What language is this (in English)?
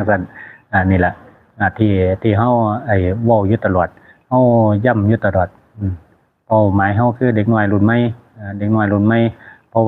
Northeastern Thai